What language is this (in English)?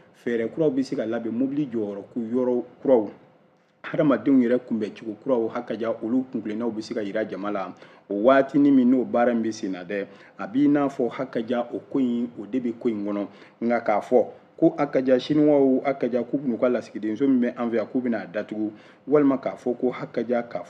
Bambara